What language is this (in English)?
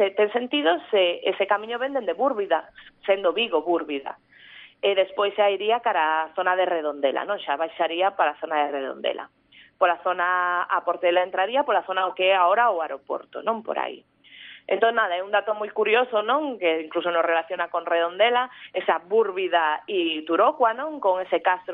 Galician